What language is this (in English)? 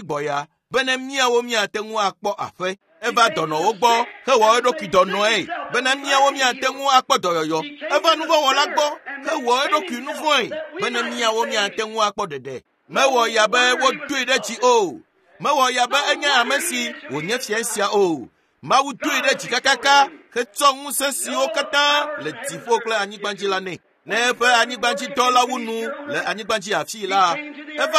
Ewe